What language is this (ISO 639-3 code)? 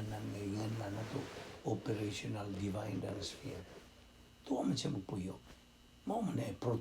ceb